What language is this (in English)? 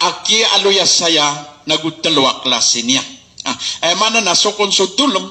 Maranao